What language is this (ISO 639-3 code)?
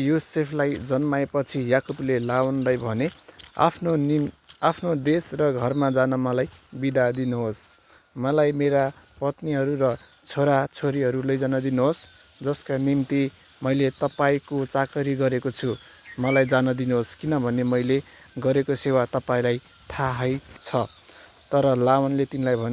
nep